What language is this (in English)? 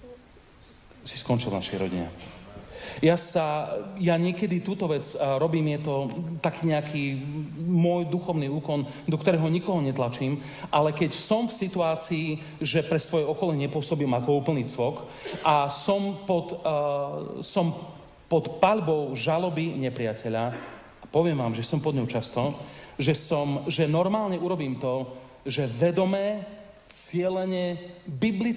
Slovak